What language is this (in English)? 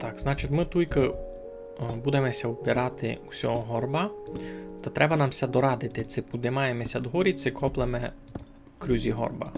Rusyn